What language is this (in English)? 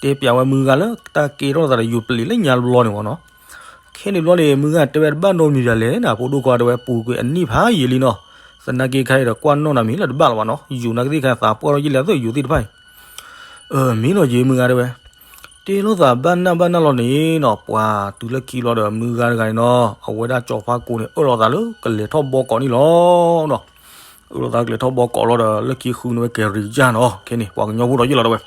S'gaw Karen